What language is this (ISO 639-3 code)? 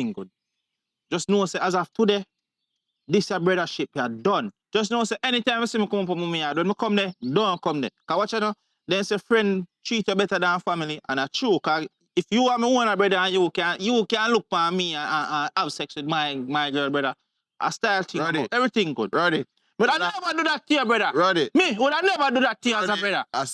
jam